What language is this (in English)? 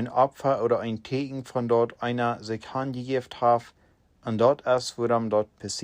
Plautdietsch